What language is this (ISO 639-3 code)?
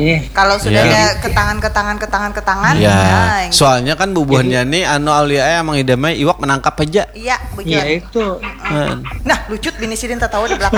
bjn